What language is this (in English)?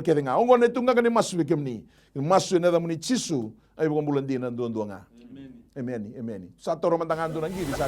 Fijian